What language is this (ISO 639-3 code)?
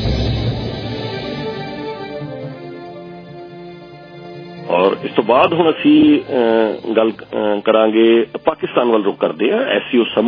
pan